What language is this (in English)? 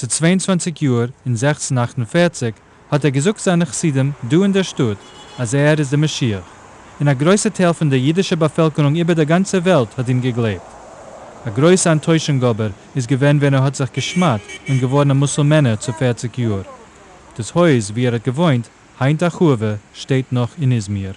Yiddish